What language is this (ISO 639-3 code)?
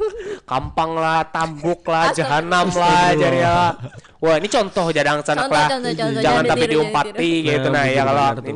bjn